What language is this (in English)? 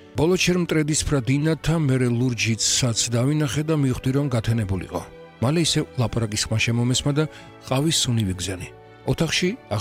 Georgian